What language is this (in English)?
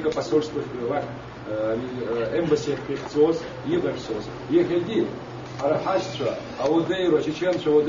Abkhazian